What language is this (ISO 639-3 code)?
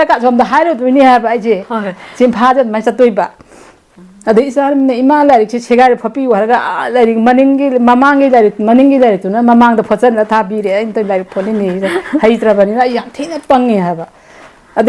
mni